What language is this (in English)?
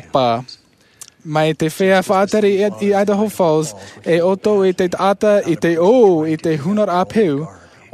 Tahitian